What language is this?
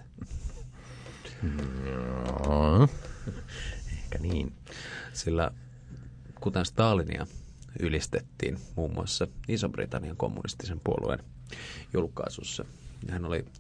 Finnish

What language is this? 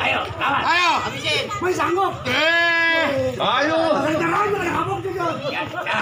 Betawi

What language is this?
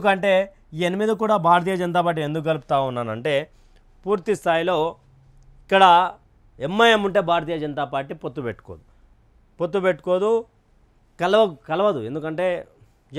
Telugu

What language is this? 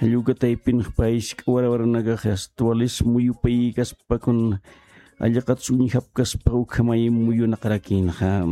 Aymara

